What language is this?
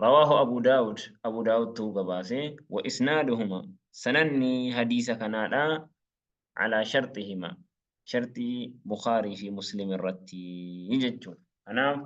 Oromo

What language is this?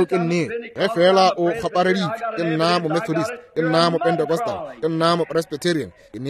Northern Sotho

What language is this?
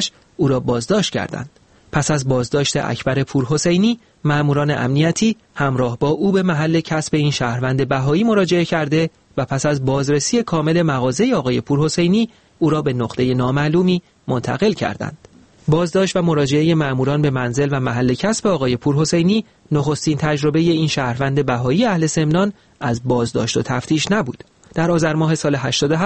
Persian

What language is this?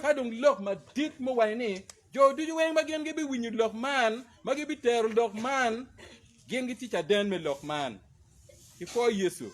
Acoli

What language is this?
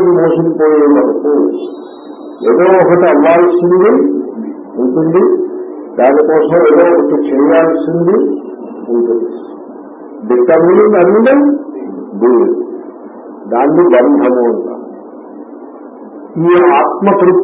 Telugu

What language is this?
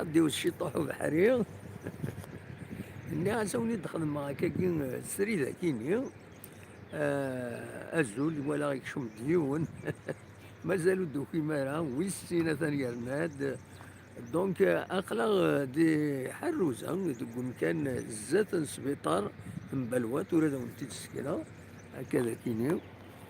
Kabyle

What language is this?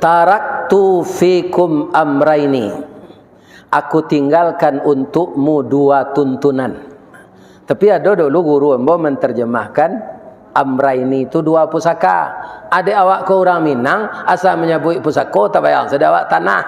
Minangkabau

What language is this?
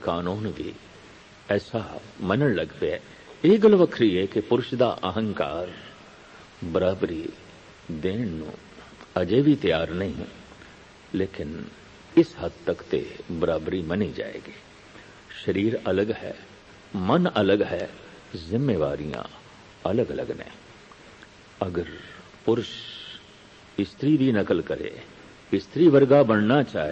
Punjabi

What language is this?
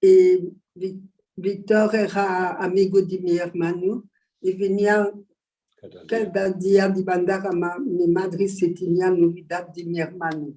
Ladino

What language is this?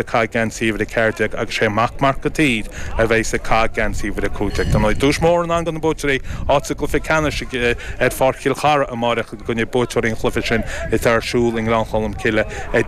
Irish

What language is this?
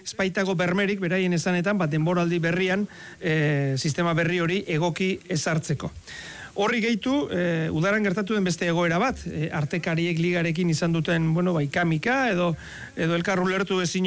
Basque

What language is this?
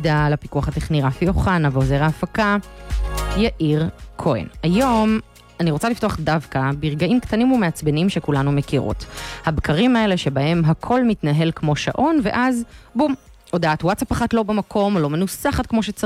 Hebrew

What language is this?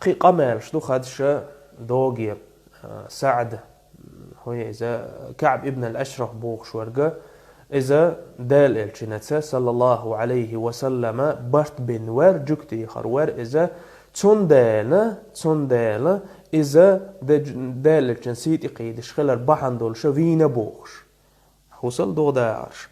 Chechen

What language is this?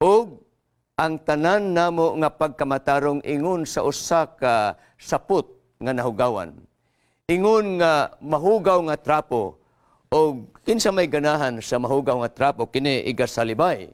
Cebuano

